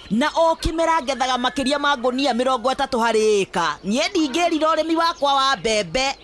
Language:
Kikuyu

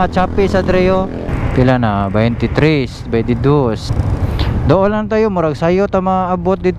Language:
Cebuano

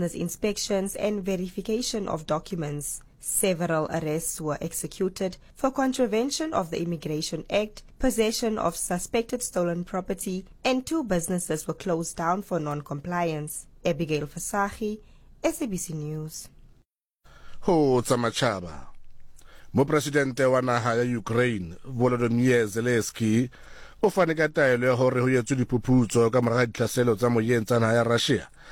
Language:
Southern Sotho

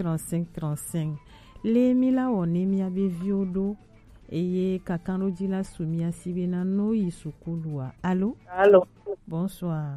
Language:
Gen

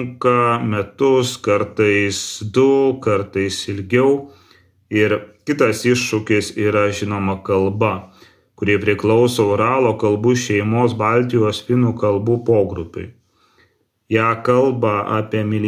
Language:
Lithuanian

